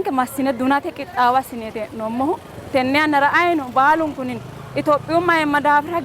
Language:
Sidamo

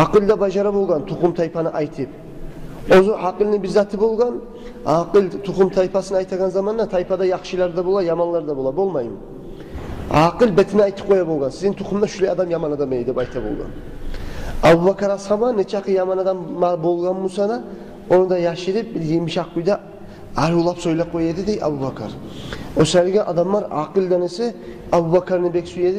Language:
Kumyk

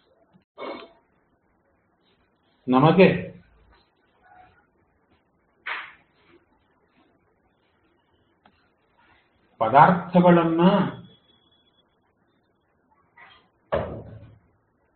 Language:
Kannada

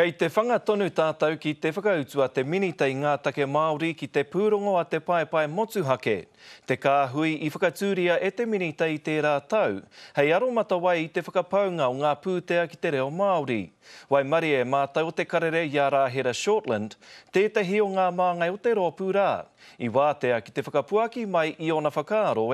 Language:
Māori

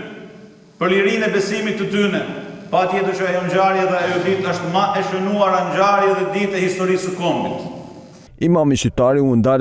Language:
Albanian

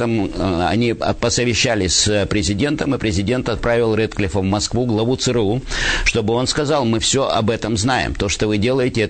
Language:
Russian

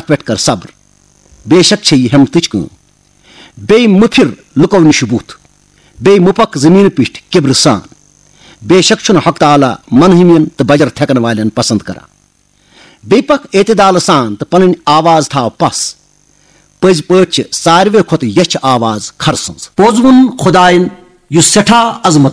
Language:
Kashmiri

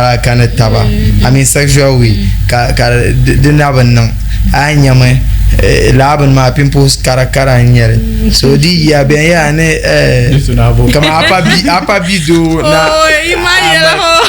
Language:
Dagbani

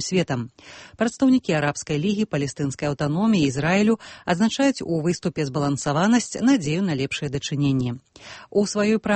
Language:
Belarusian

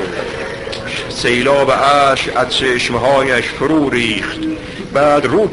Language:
Persian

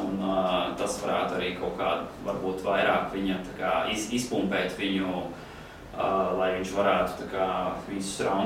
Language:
Latvian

